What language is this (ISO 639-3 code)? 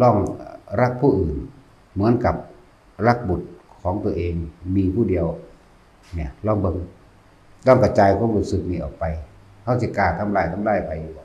tts